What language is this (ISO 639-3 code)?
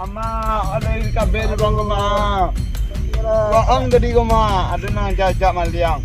min